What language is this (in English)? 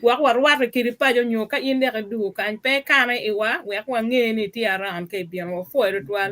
Acoli